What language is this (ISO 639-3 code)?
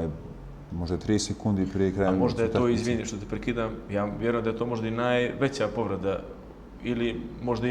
bos